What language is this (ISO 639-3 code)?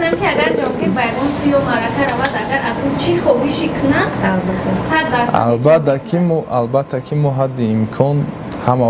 tgk